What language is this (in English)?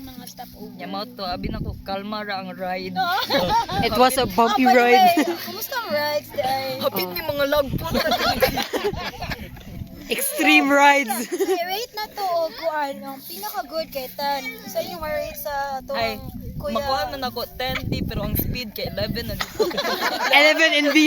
Cebuano